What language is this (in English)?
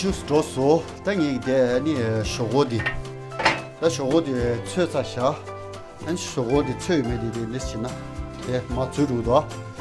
Tibetan